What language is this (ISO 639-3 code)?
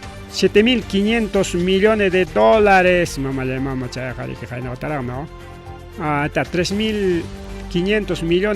quy